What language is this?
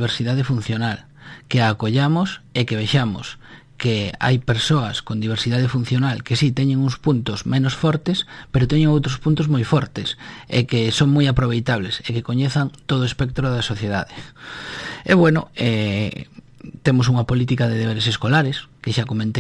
Galician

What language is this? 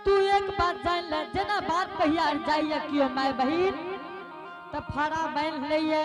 Angika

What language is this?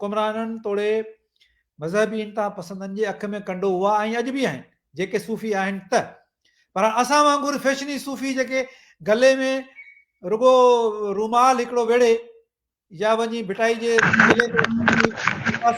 Sindhi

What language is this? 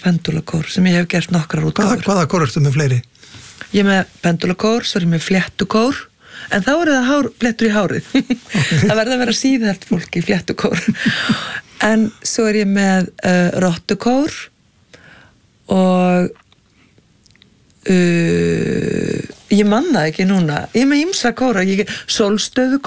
Icelandic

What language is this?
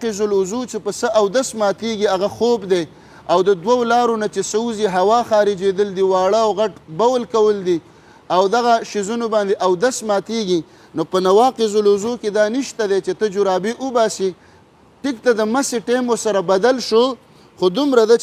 Pashto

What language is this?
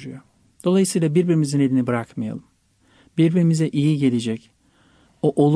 Turkish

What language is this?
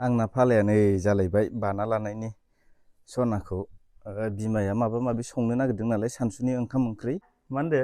Bodo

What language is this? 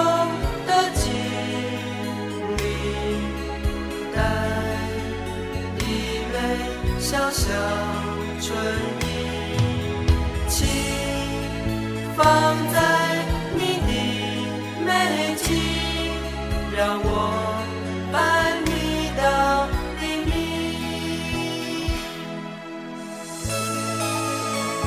Chinese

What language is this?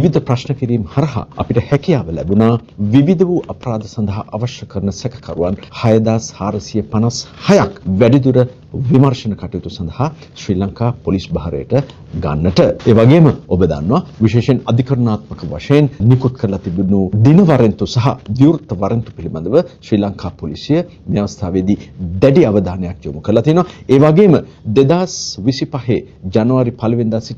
Sinhala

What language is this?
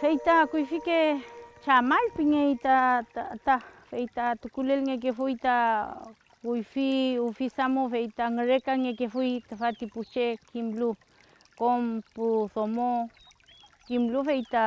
Mapuche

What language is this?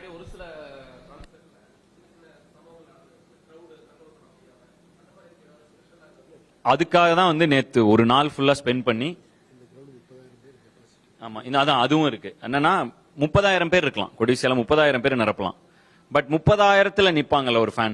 Tamil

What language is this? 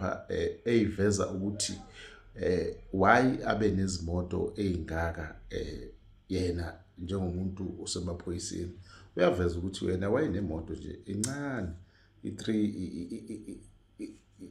Zulu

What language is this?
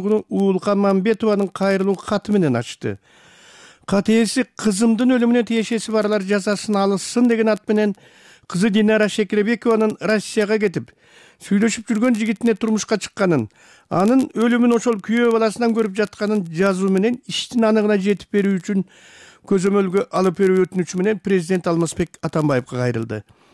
Kyrgyz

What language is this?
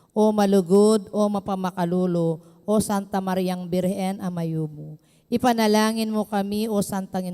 Pampanga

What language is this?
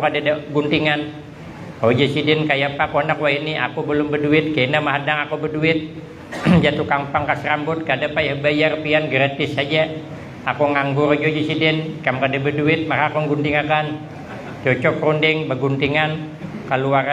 Banjar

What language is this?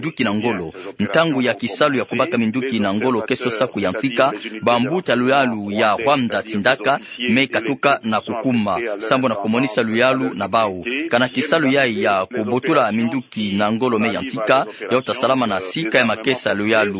Kituba (Democratic Republic of Congo)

